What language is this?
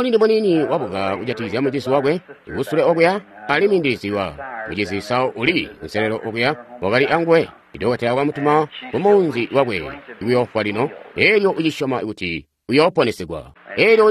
Tonga (Zambia)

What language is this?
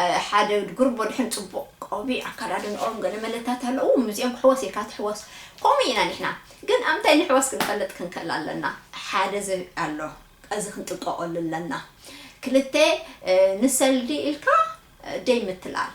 Tigrinya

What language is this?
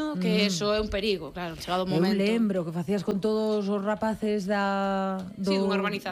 Galician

